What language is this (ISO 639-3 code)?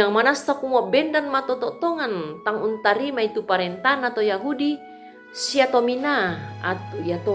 sda